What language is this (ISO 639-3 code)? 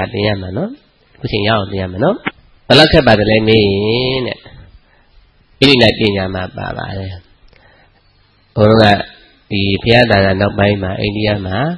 mya